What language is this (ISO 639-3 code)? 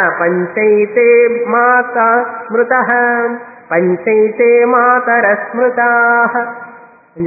tel